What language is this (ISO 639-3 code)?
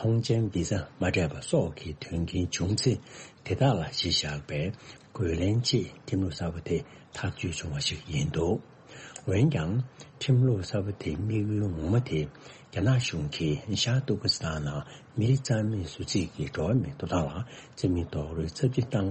bod